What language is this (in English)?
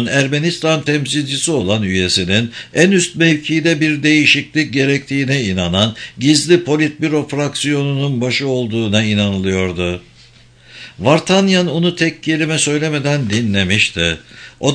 Turkish